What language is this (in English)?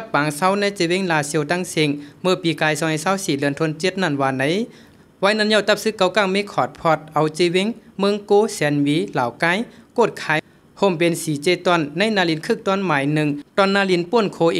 Shan